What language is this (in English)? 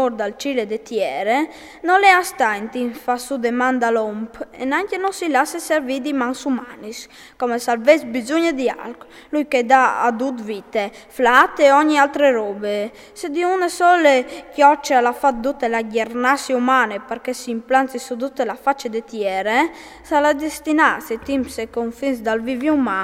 Friulian